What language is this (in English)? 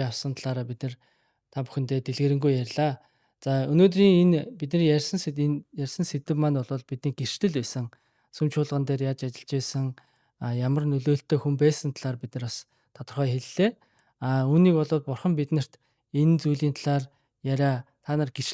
Mongolian